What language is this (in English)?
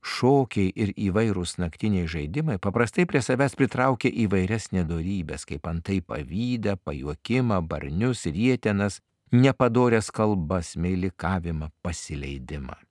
Lithuanian